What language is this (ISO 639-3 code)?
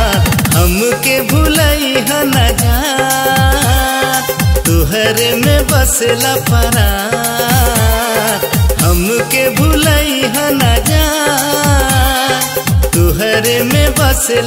bho